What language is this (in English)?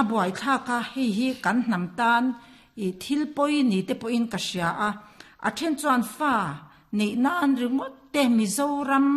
Mizo